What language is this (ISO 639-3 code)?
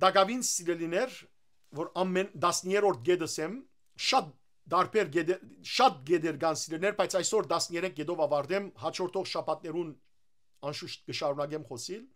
hyw